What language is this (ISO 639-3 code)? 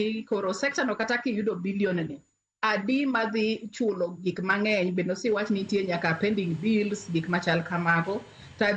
luo